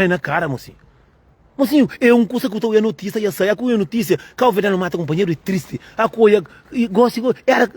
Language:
Kabuverdianu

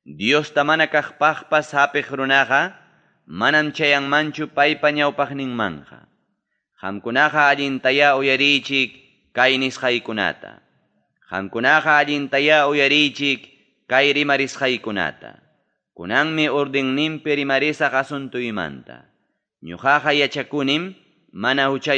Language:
Ayacucho Quechua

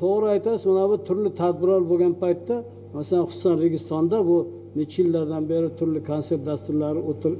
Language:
Uzbek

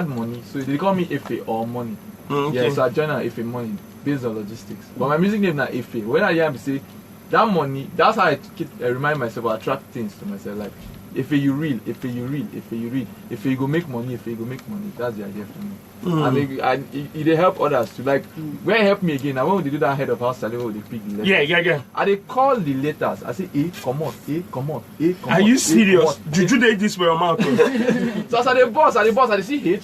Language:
Nigerian Pidgin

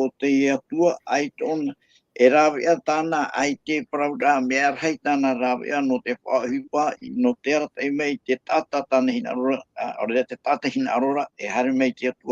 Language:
Tahitian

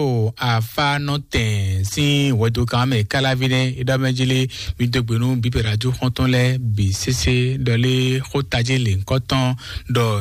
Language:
Fon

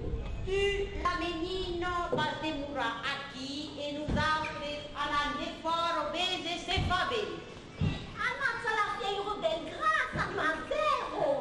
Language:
Occitan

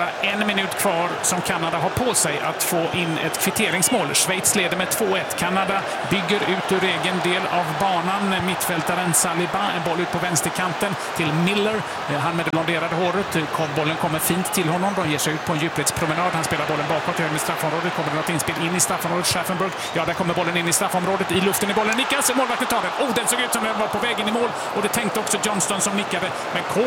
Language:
Swedish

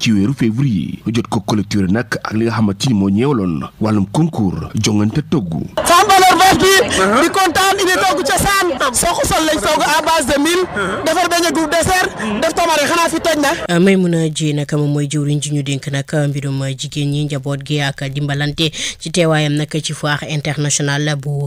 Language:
Wolof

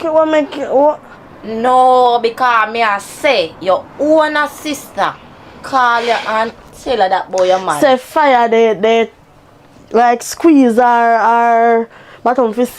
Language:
Jamaican Creole English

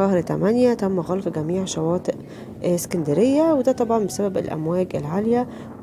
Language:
Egyptian Arabic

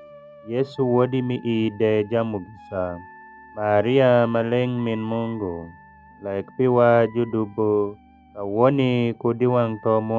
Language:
Alur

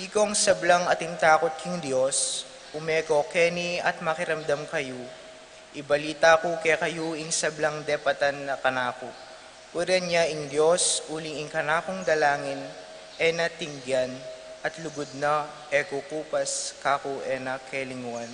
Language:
Pampanga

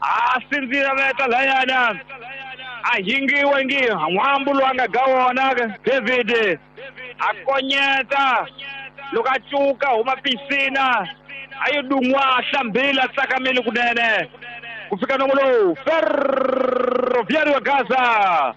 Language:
Tsonga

